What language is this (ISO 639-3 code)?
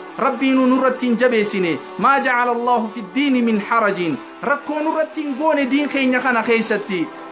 orm